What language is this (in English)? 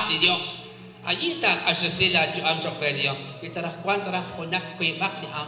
Kekchí